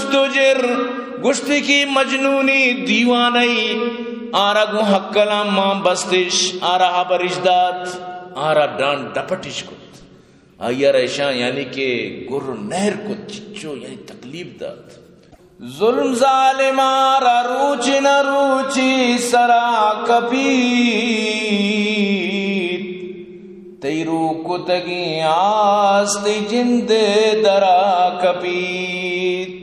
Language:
Eastern Balochi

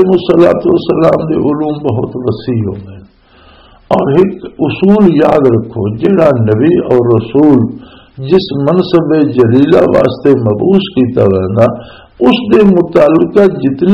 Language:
Western Panjabi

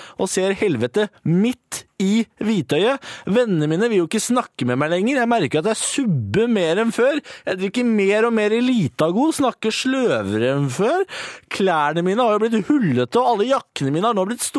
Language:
Norwegian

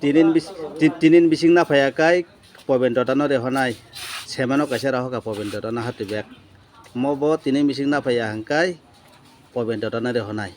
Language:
Kok Borok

